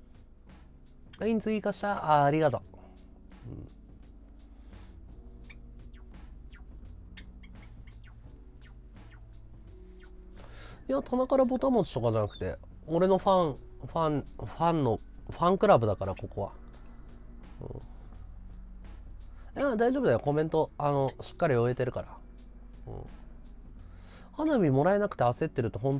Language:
Japanese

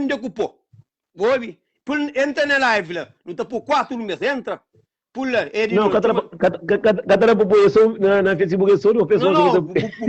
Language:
Kabuverdianu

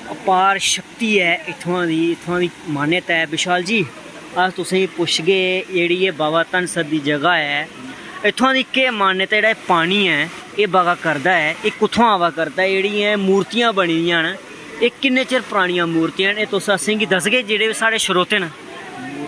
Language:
Dogri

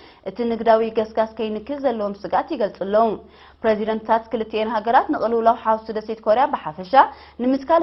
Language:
Tigrinya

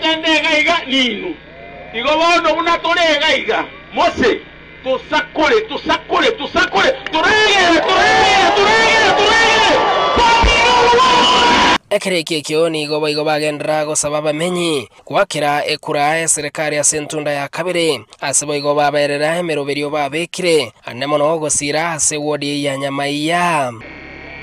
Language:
Gusii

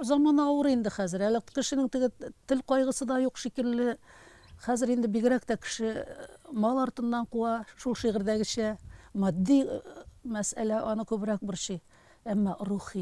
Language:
Tatar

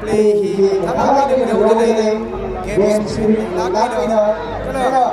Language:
Tangkhul Naga (India)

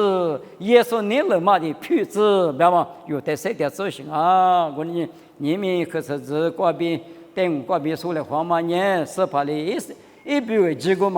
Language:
Lisu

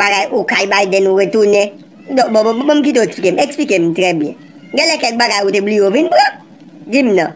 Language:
Haitian Creole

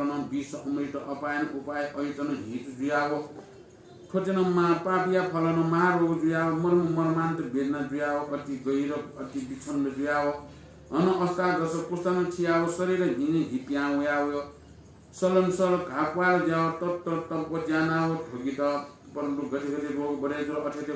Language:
Newari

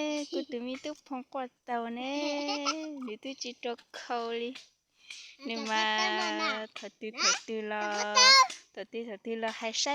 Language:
Hmong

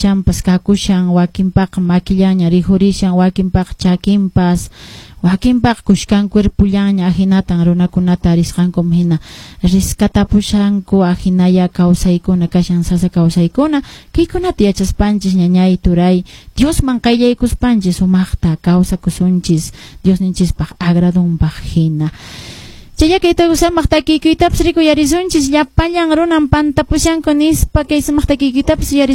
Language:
Quechua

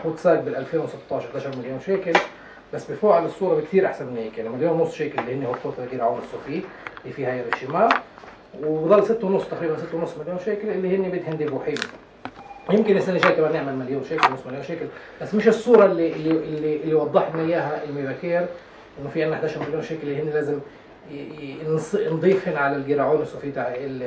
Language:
North Levantine Arabic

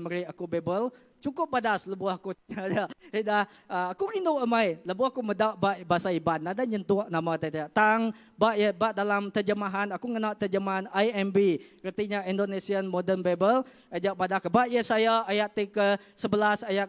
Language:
Iban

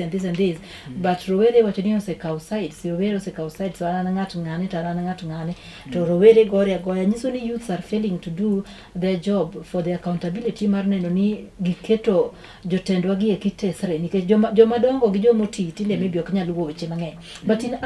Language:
Luo (Kenya and Tanzania)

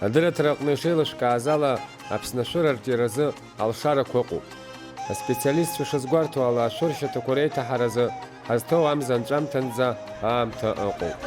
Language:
Abkhazian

